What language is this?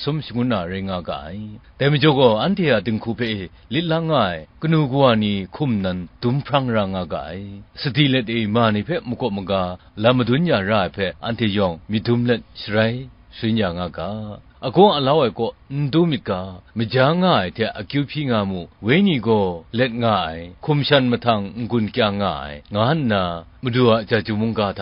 Kachin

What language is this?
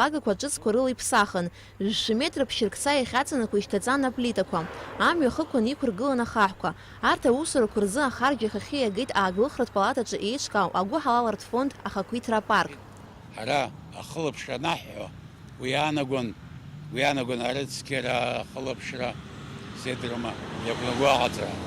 Abkhazian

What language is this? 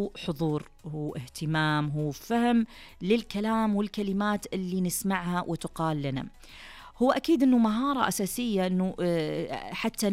Najdi Arabic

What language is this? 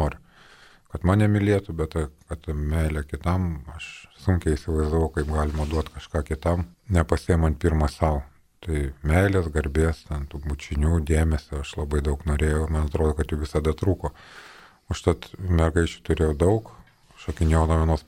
Lithuanian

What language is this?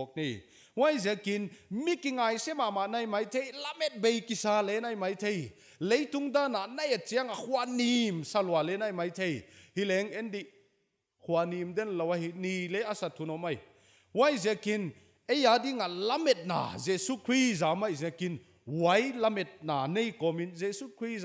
Paite Chin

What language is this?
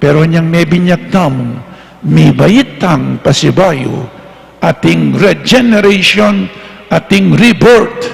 Pampanga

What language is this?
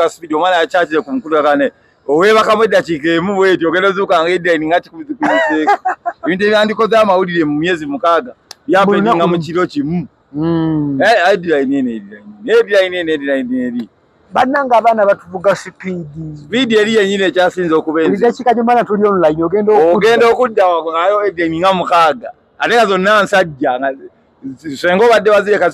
Ganda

